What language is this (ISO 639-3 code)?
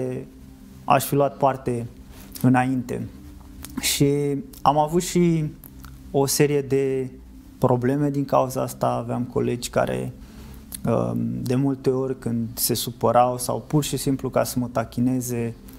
ron